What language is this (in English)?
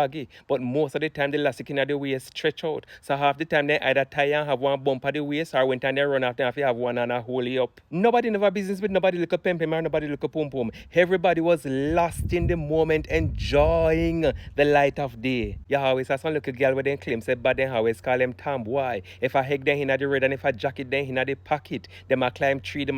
Jamaican Creole English